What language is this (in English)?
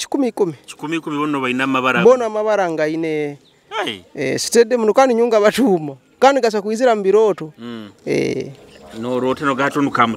Nyoro